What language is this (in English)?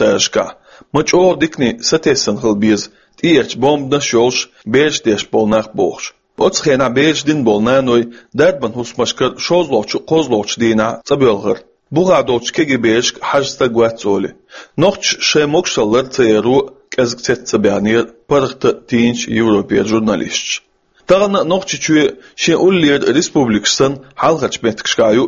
Chechen